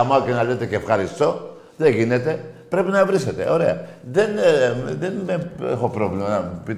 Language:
Greek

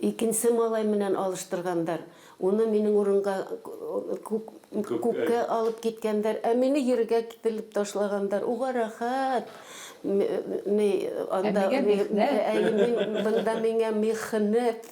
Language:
Bashkir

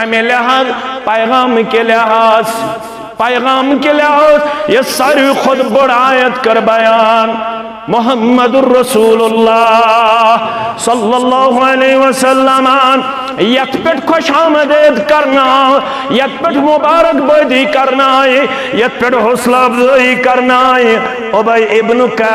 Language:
Kashmiri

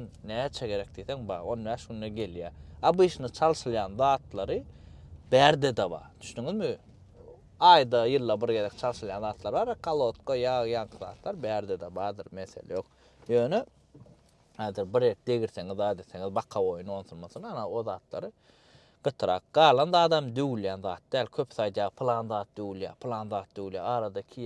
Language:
Turkmen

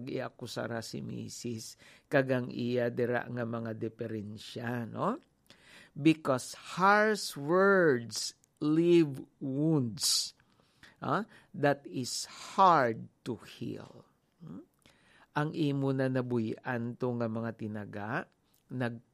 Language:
Hiligaynon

